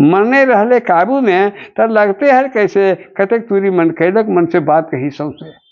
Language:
Magahi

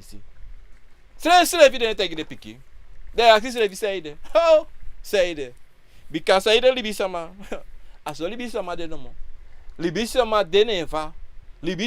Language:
Sranan Tongo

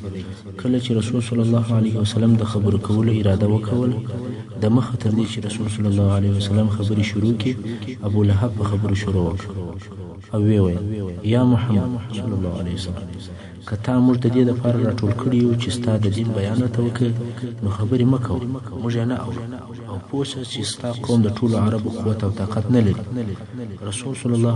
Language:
Pashto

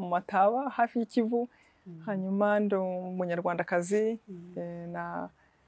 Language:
Kinyarwanda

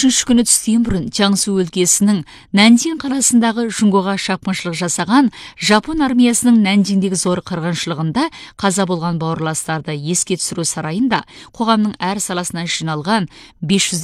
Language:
Kazakh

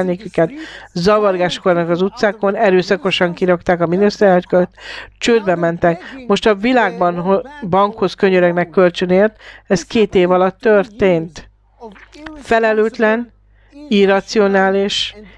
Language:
Hungarian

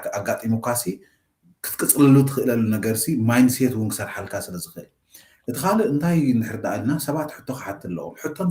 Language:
Tigrinya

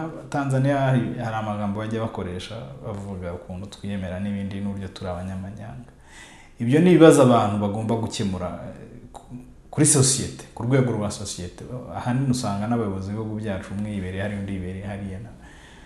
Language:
Kinyarwanda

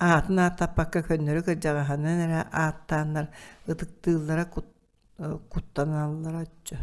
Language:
Yakut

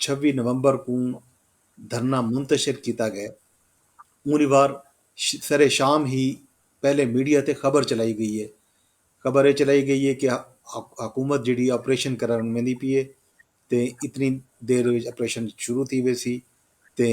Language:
Saraiki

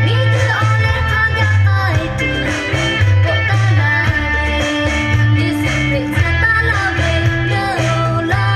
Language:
Lahu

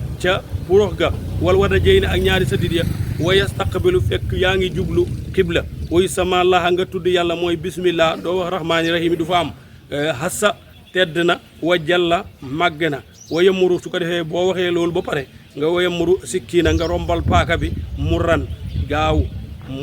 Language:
Wolof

